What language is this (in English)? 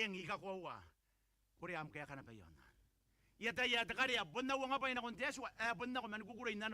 Gilbertese